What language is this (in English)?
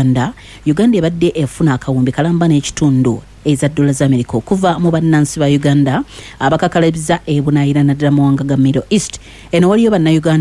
Ganda